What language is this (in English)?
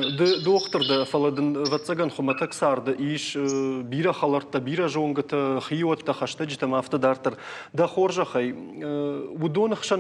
Ossetic